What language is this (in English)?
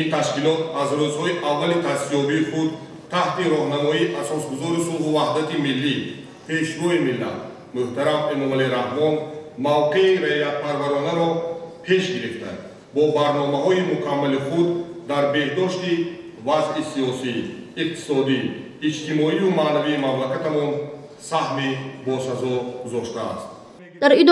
Tajik